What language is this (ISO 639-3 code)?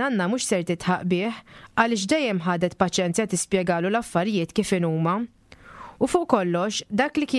mlt